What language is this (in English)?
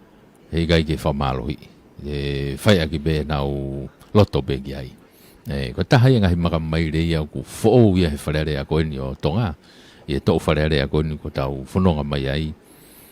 Tongan